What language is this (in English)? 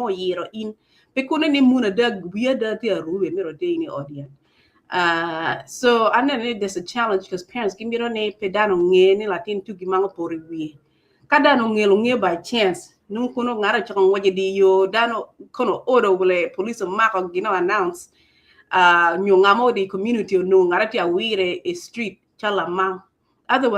Acoli